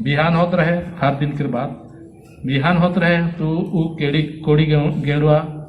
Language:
Sadri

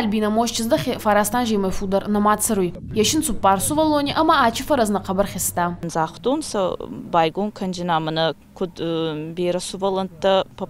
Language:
Ossetic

